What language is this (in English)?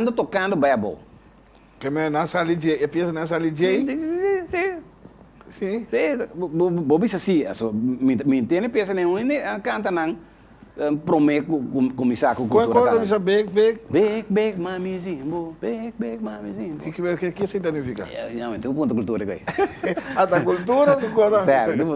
Papiamento